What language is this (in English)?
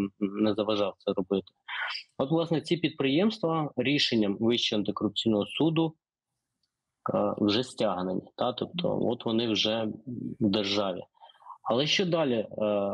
Ukrainian